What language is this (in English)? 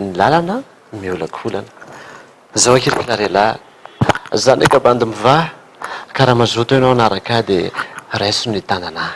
Malagasy